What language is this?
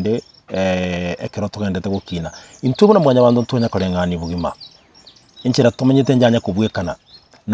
Gusii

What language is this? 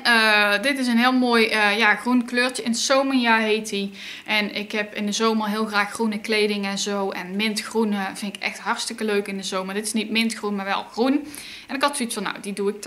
Dutch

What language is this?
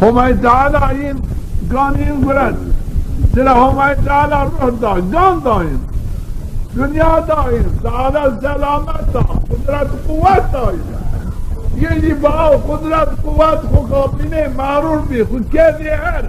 Zaza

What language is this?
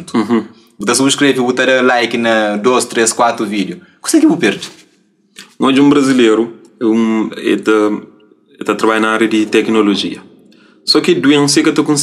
Kabuverdianu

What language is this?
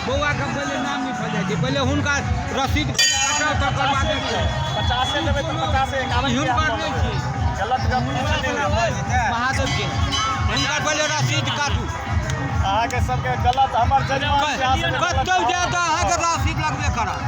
Maithili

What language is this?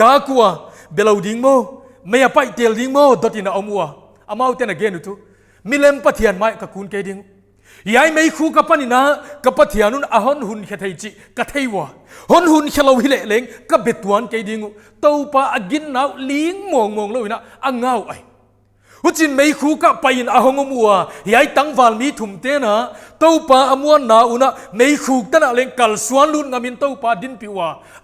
Paite Chin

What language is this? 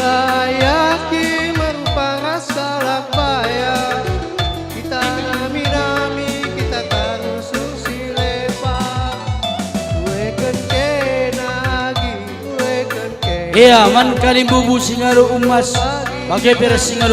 Batak Karo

